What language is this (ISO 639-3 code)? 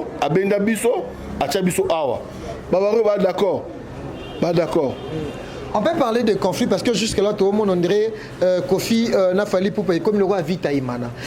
lin